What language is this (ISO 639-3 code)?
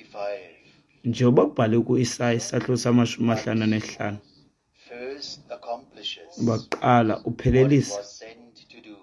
xho